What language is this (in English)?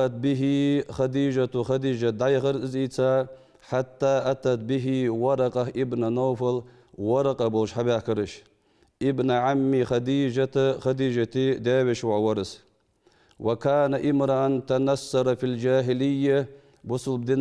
Ingush